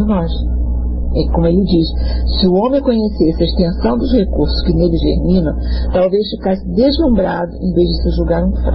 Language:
Portuguese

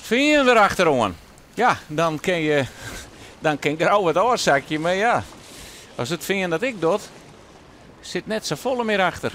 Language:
Western Frisian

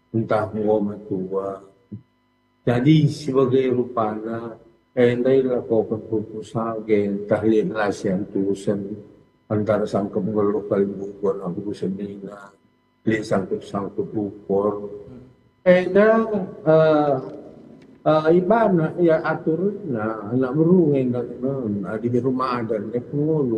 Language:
Batak Karo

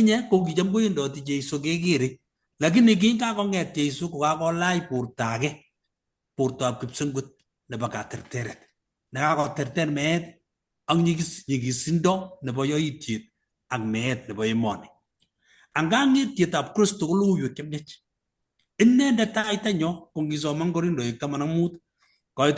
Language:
Kalenjin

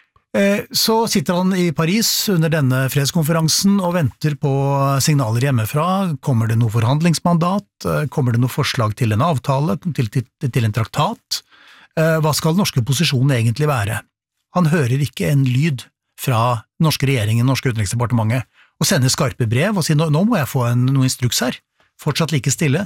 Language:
Norwegian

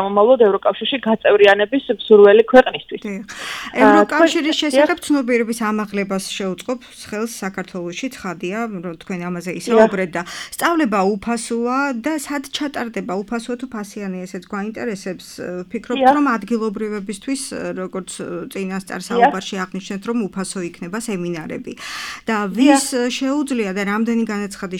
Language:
Georgian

